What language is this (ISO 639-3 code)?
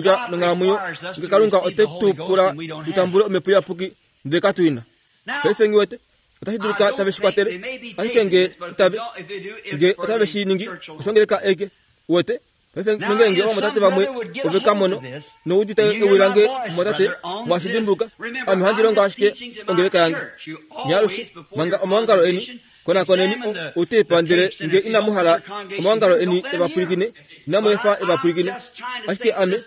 kua